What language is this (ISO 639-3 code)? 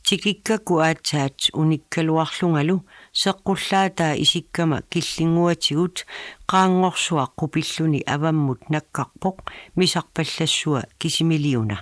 kal